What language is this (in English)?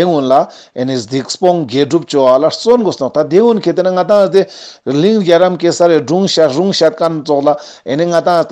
Ladakhi